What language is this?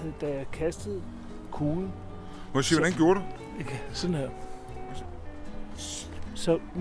Danish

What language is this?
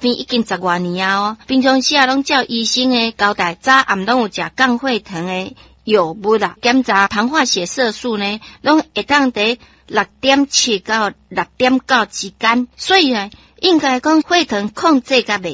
Min Nan Chinese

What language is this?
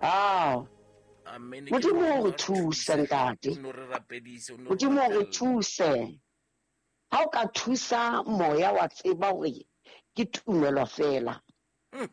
Southern Sotho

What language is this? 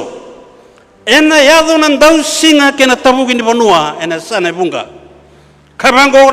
Fijian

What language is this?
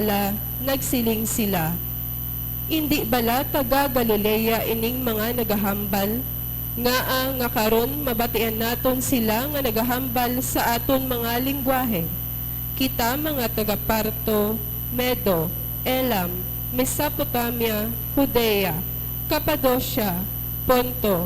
Hiligaynon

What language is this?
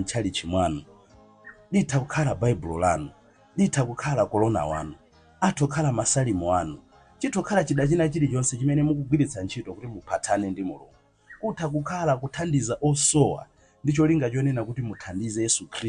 Nyanja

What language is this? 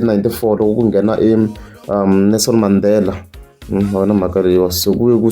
Tsonga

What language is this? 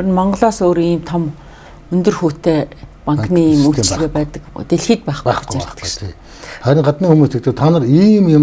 Mongolian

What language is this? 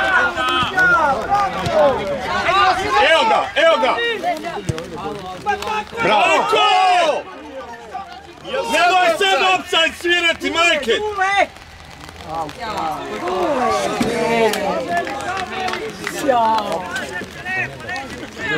Serbian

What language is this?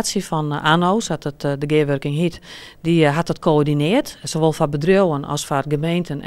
Western Frisian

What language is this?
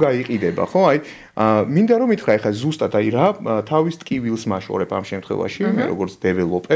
Georgian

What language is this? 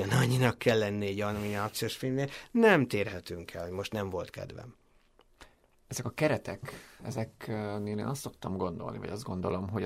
Hungarian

